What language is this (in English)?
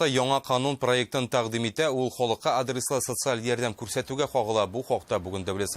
Tatar